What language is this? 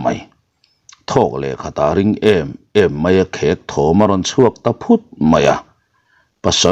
Mizo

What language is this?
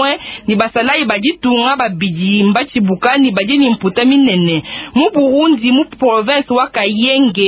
Luba-Lulua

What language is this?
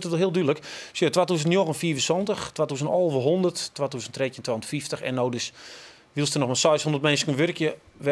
Western Frisian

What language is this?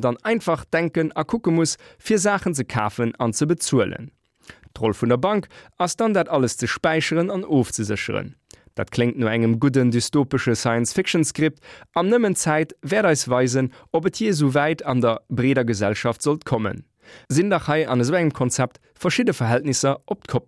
Luxembourgish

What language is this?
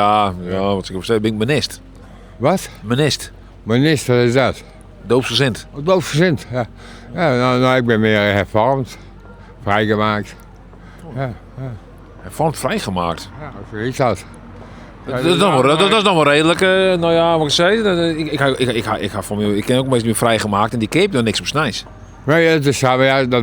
Western Frisian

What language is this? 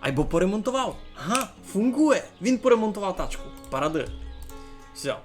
Rusyn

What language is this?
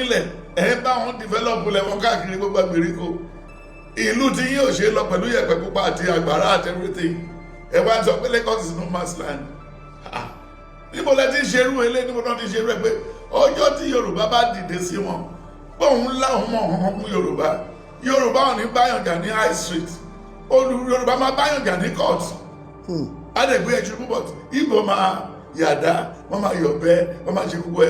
Yoruba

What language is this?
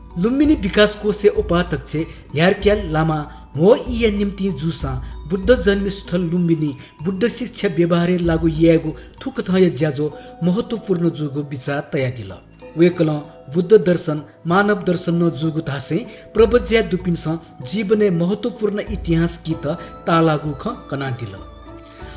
Newari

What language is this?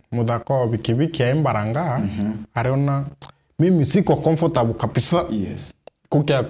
Meru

